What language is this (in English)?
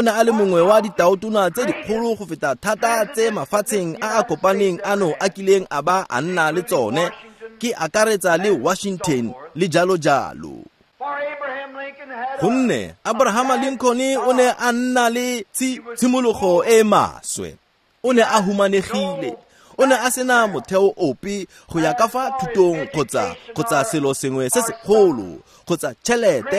Tswana